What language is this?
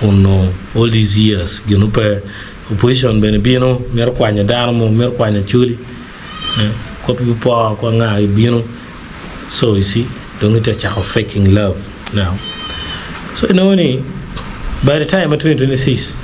Acoli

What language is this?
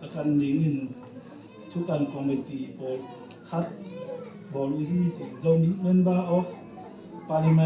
Tedim Chin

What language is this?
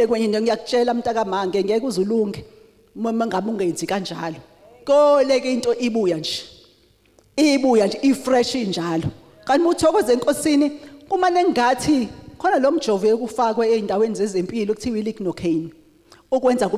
Zulu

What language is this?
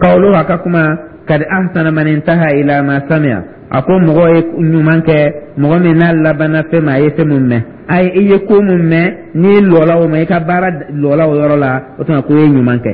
Dyula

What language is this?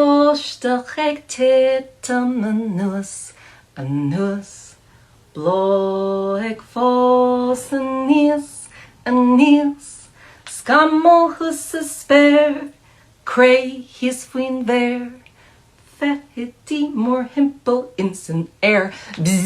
Irish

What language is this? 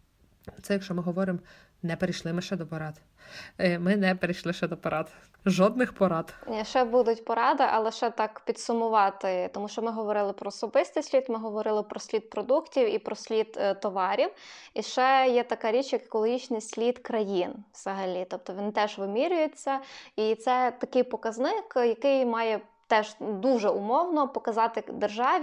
Ukrainian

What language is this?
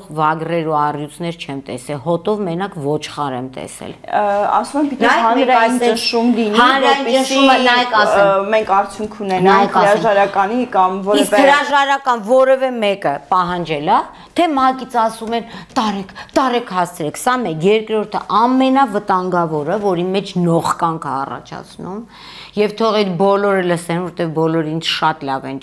Armenian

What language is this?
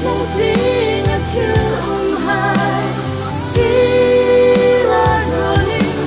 Hmar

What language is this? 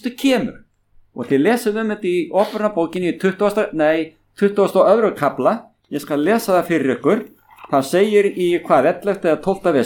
Icelandic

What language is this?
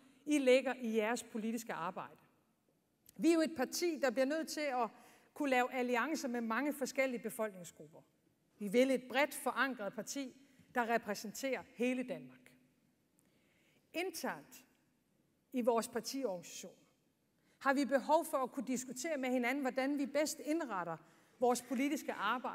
Danish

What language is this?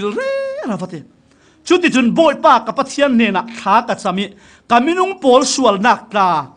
Falam Chin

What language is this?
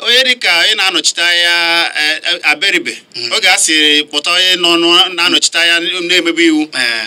Igbo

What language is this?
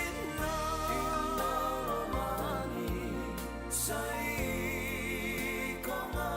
Fijian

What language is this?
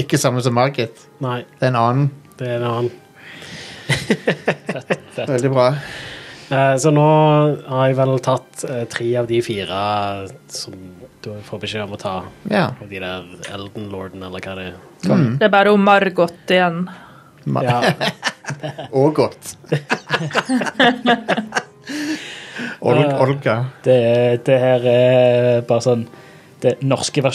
Norwegian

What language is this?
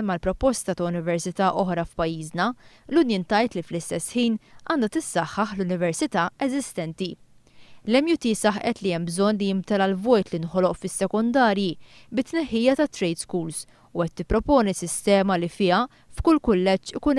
Maltese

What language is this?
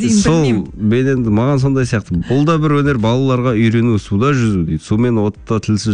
Kazakh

